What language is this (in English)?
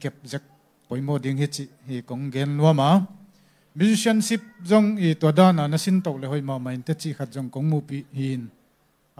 Tedim Chin